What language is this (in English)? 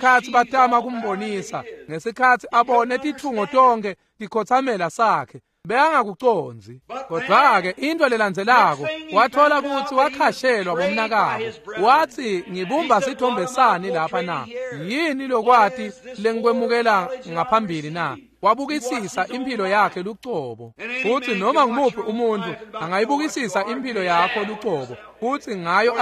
Swati